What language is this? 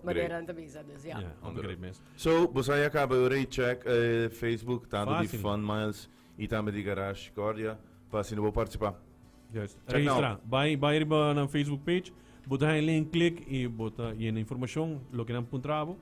Papiamento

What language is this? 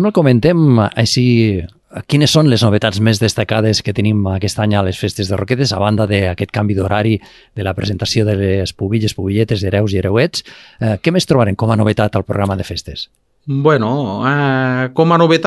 Catalan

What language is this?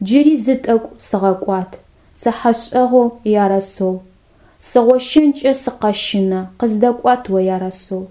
Adyghe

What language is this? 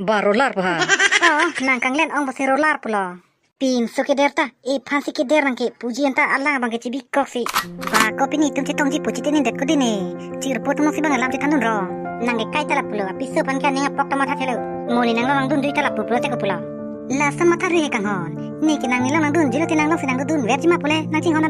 Karbi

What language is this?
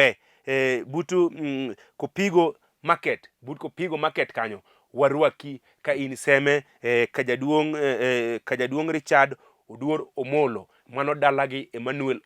Luo (Kenya and Tanzania)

